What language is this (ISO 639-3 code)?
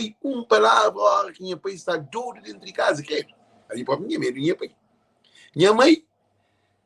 kea